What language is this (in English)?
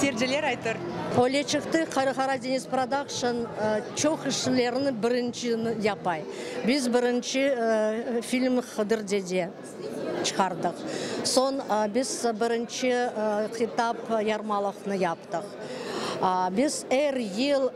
Crimean Tatar